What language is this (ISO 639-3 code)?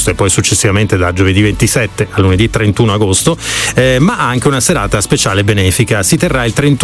ita